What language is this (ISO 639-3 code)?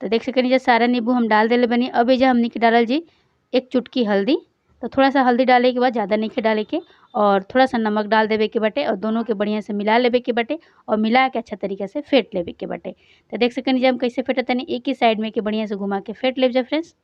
bho